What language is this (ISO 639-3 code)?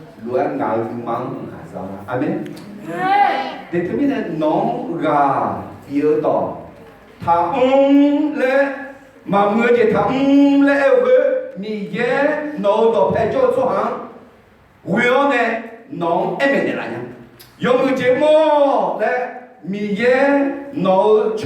ahk